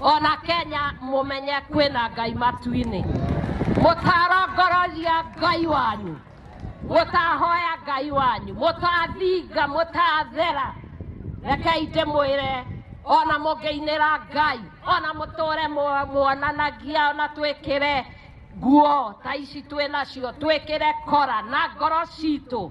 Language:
Kikuyu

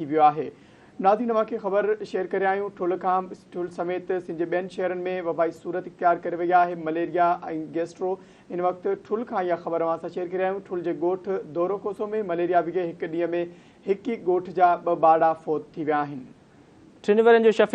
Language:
Sindhi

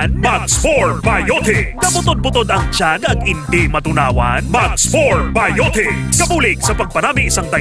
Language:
Hiligaynon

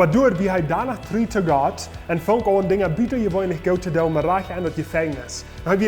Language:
Plautdietsch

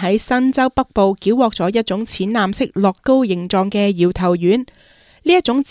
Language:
Cantonese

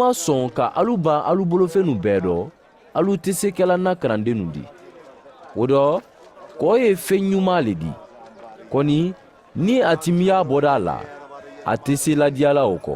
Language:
Mandingo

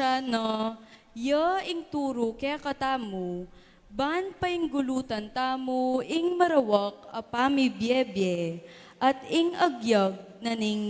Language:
Pampanga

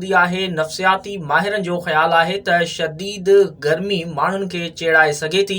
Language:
Sindhi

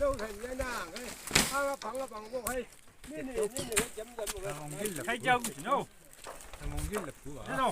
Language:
Chang Naga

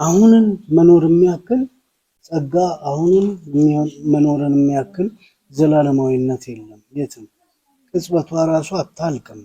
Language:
Amharic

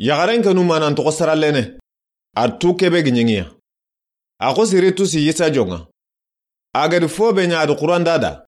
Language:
Soninke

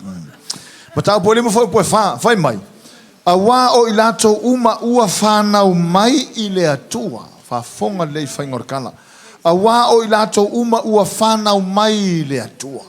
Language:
Samoan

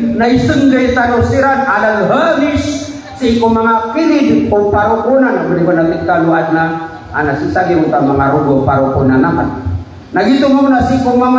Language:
Maranao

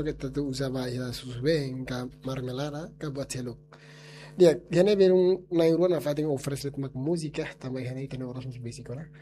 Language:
Tetum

